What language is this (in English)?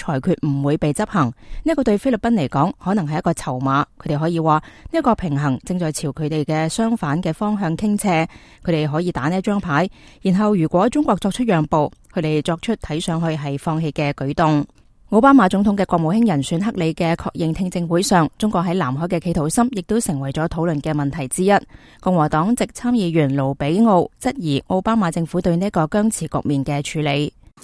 Cantonese